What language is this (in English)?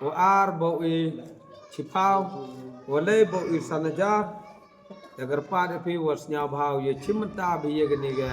Pnar